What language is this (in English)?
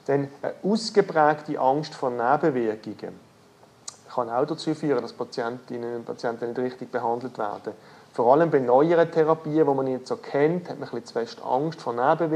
German